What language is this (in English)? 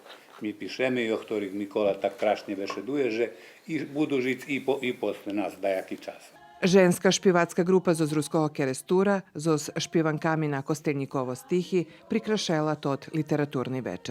Rusyn